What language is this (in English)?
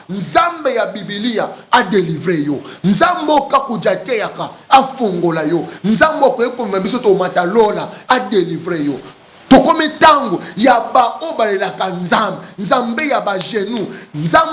Lingala